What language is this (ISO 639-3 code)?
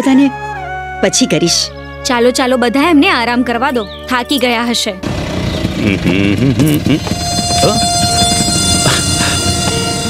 guj